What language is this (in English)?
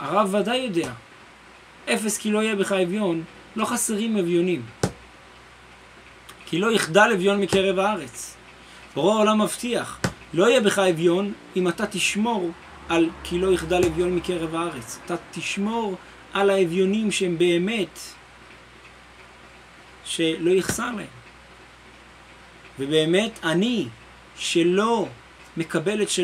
Hebrew